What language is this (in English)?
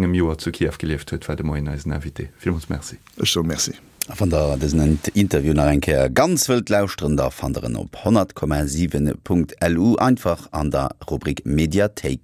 Luxembourgish